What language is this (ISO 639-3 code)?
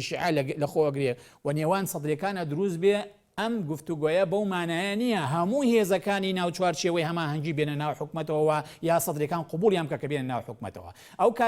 ckb